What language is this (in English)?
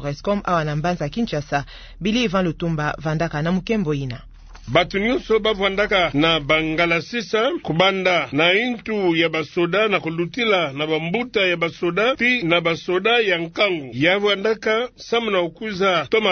Kituba (Democratic Republic of Congo)